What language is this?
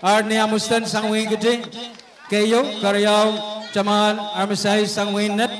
Pohnpeian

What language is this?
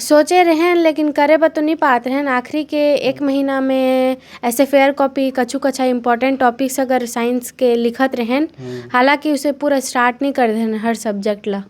Chhattisgarhi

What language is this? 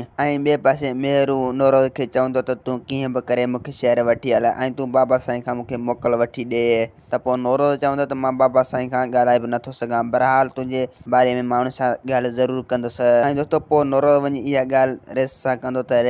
Sindhi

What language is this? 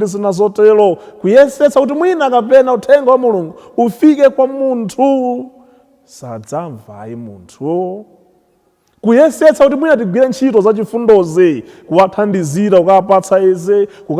Nyanja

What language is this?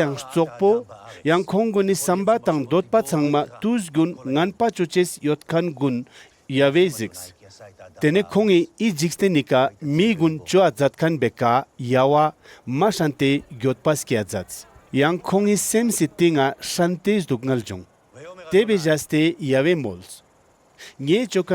Ladakhi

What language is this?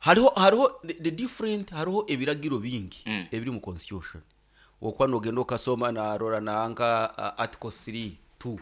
Nyoro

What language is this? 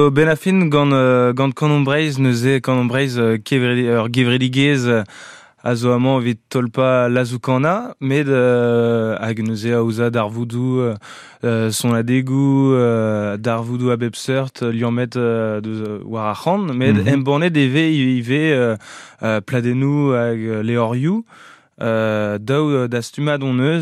Breton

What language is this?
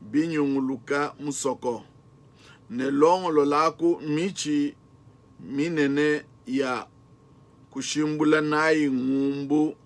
Luba-Lulua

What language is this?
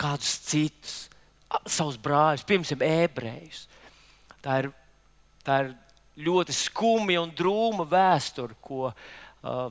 Latvian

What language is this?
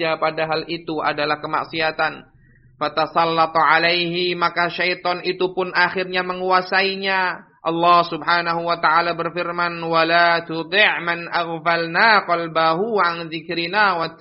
Indonesian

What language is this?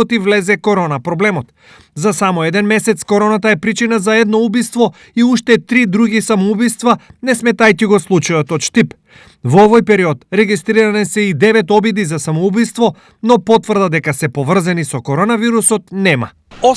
Macedonian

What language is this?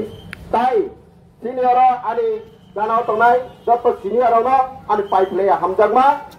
Kok Borok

